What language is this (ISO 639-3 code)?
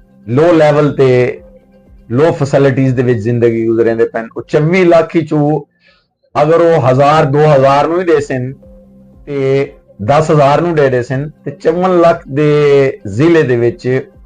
lah